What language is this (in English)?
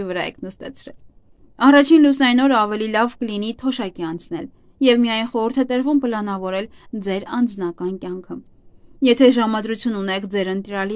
Armenian